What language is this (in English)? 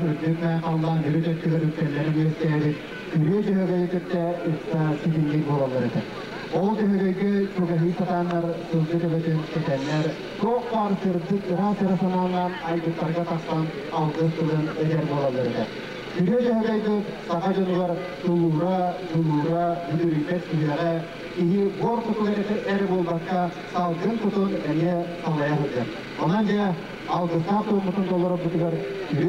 Yakut